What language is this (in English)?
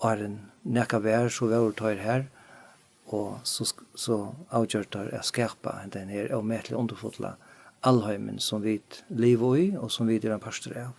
Faroese